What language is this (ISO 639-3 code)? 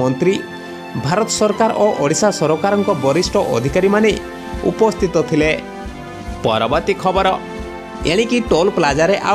ori